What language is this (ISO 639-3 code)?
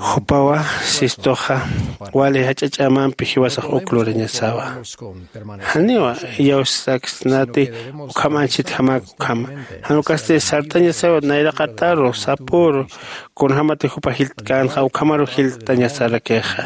aym